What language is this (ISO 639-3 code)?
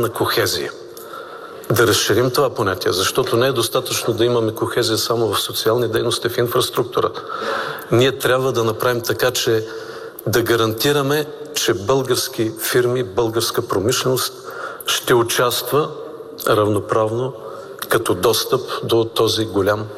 bul